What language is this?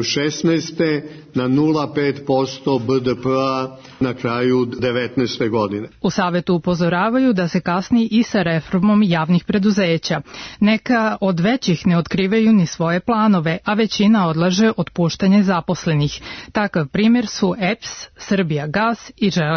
Serbian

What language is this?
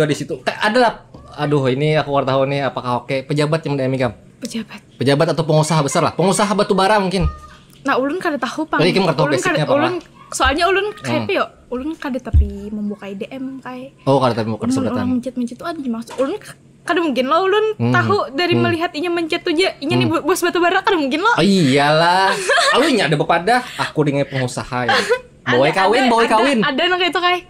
Banjar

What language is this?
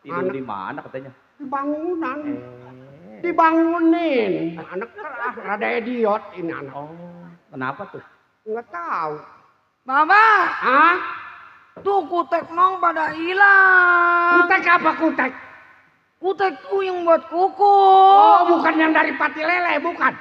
Betawi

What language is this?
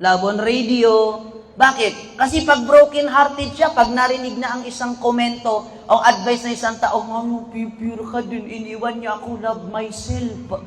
Maranao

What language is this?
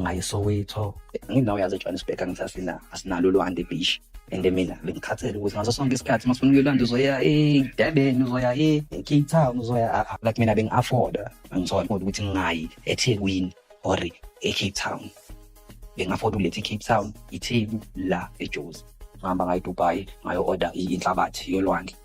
Zulu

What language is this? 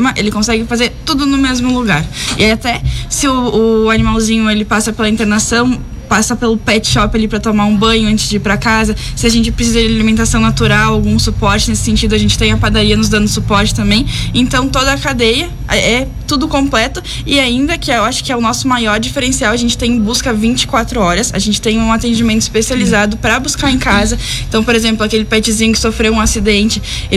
Portuguese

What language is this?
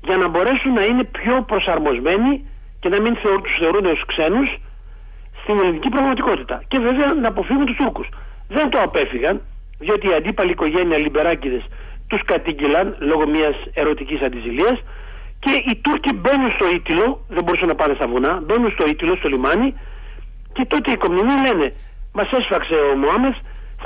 Greek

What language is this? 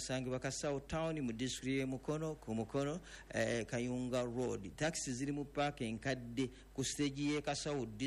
Ganda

